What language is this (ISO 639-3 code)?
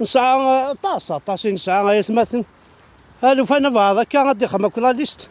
kab